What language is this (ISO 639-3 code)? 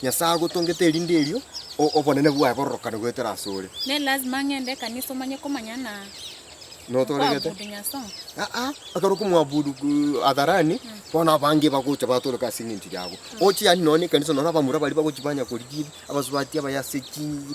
guz